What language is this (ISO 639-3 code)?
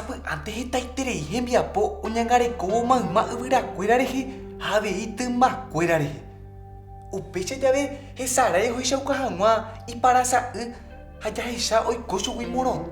grn